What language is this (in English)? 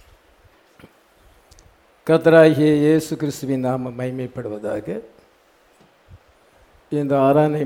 Tamil